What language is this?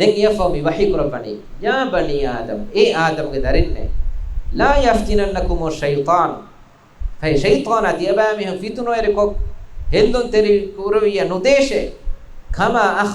Divehi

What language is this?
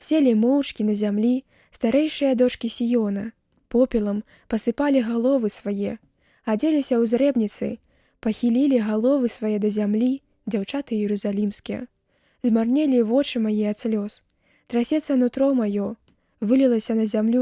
Belarusian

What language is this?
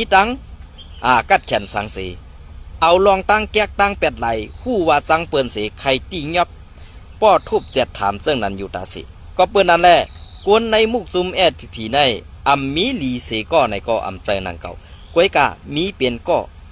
Shan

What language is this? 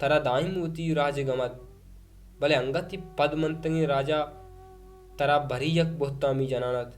Baluchi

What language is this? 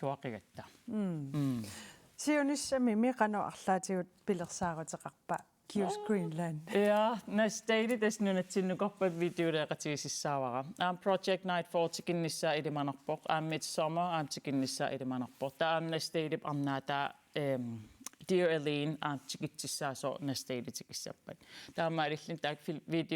Kalaallisut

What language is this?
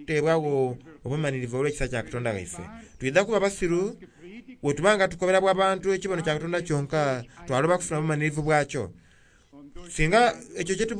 Soga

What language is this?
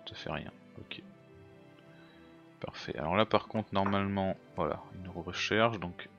French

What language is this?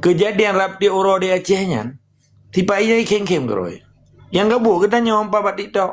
Achinese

